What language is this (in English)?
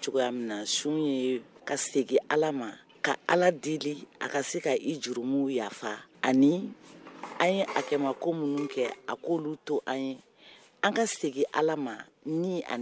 Bambara